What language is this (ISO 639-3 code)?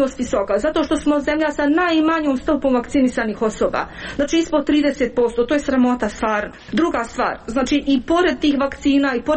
srp